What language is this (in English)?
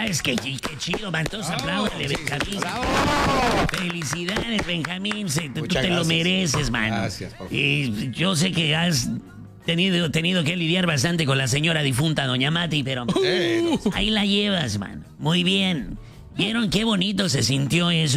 Spanish